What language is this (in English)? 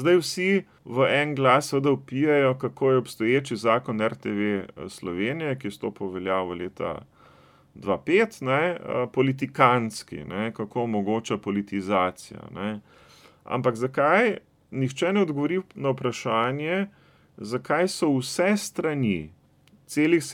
Slovenian